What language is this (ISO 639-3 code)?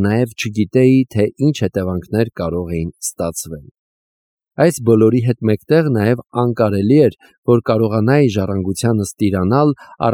hye